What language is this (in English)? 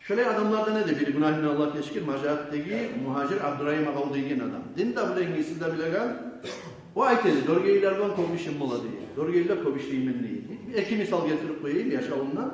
Kumyk